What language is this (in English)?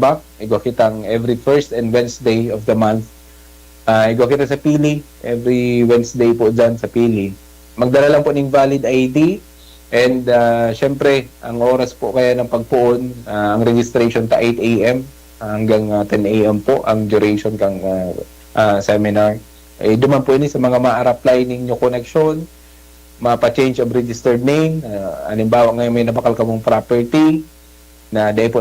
Bikol